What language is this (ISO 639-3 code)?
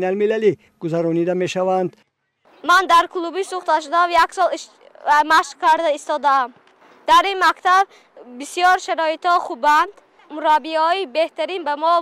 tgk